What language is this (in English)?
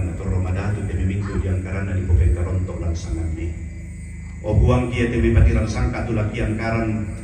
Toraja-Sa'dan